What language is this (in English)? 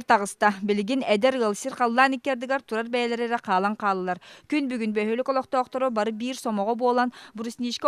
Yakut